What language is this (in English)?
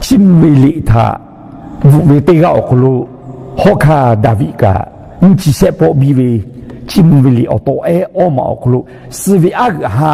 Lahu